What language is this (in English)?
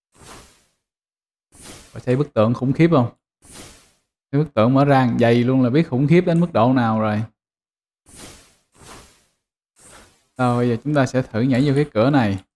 Vietnamese